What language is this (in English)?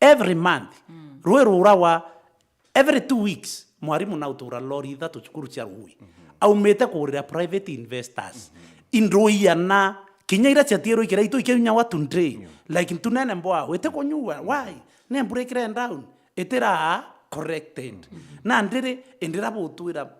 Meru